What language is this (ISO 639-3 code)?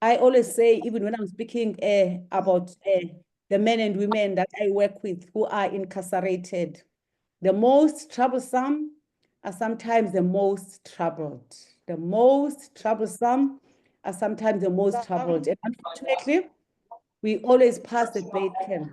eng